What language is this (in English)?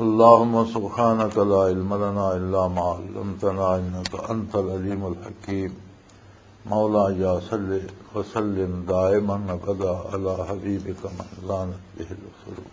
Western Panjabi